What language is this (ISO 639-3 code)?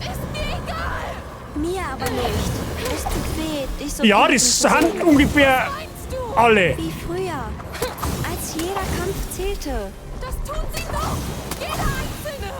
bar